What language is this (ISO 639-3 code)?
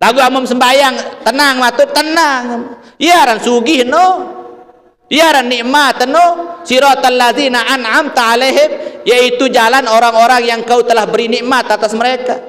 sas